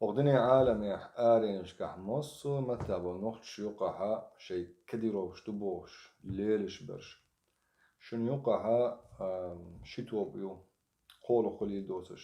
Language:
Chechen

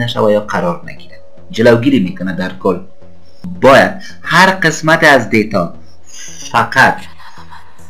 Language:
Persian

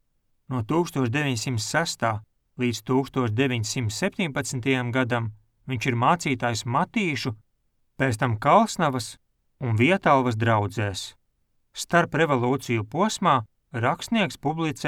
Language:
Latvian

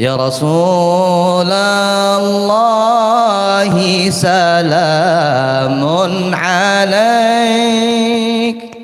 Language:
Banjar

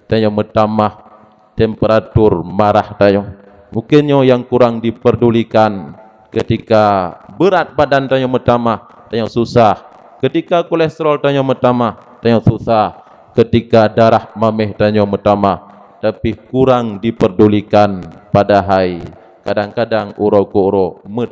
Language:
Achinese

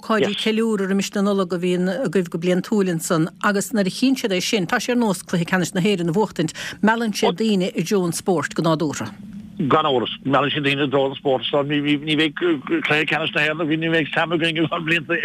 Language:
Irish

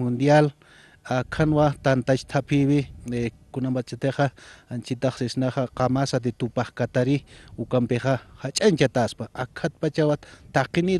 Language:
Aymara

